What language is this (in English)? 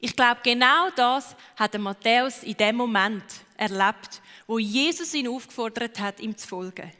Swiss German